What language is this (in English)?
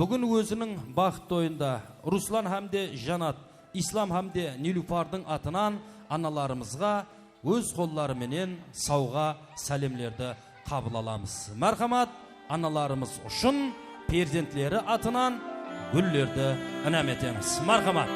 Kara-Kalpak